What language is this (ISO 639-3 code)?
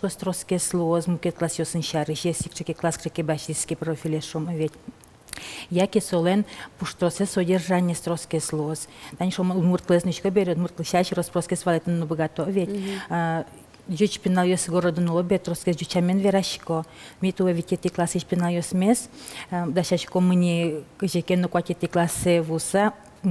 udm